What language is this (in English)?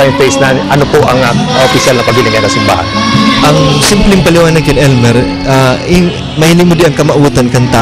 Bikol